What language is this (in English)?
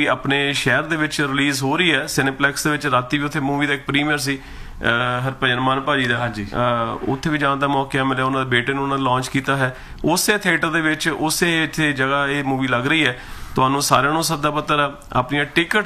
Punjabi